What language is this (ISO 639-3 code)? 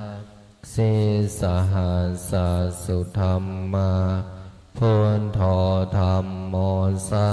pli